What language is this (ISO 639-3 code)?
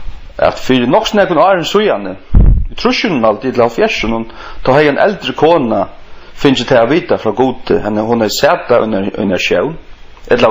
fao